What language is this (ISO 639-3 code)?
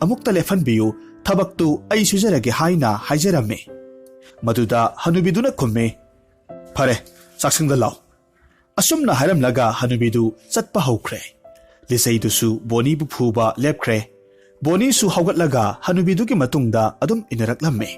mni